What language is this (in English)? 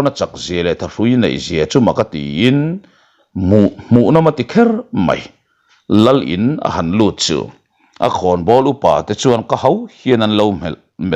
Mizo